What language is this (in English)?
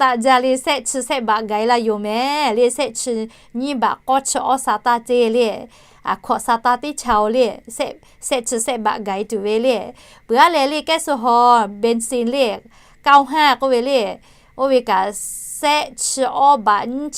Lahu